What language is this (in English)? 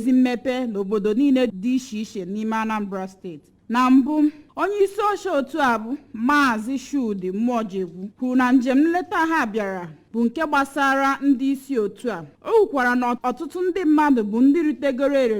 Igbo